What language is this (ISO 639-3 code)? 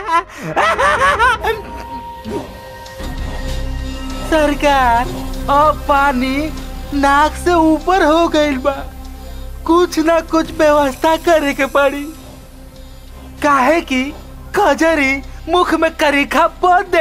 bho